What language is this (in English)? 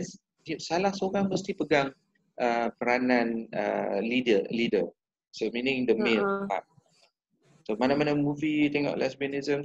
Malay